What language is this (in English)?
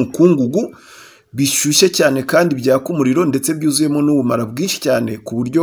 Kinyarwanda